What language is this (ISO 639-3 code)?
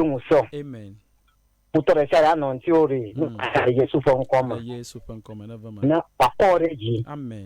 ewe